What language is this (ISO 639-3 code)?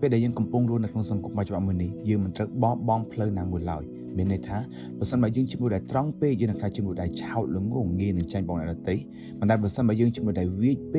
khm